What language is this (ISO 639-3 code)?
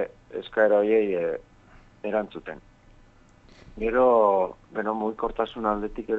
eus